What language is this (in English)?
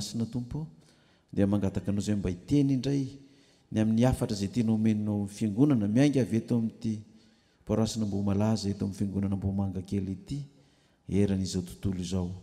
Malagasy